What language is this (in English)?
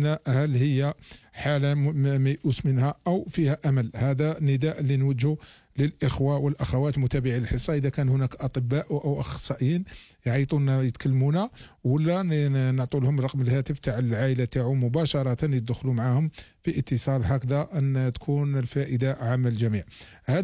Algerian Arabic